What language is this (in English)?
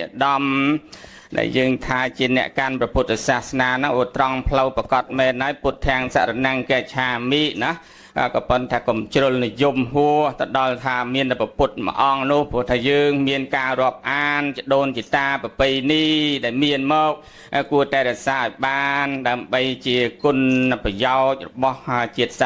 Khmer